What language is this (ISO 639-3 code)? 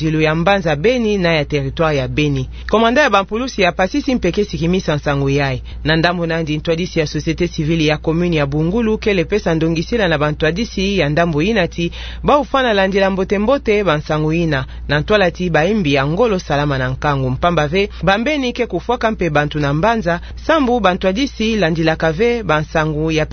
ktu